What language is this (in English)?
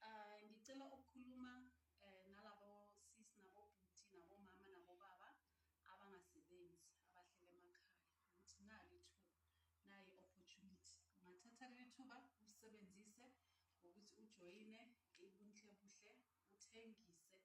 Zulu